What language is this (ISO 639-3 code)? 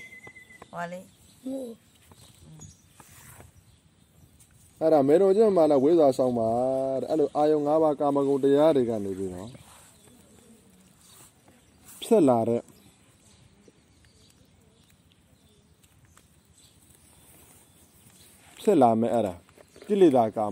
mya